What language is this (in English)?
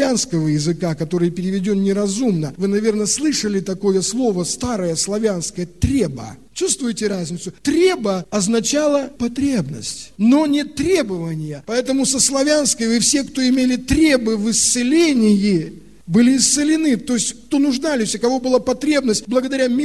Russian